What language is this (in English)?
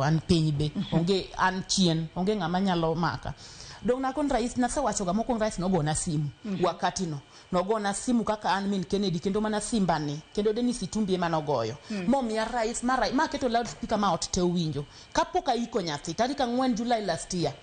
Luo (Kenya and Tanzania)